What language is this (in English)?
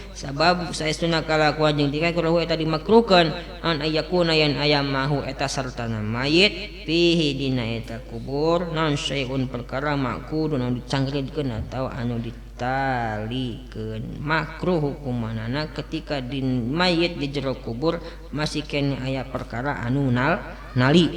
Sundanese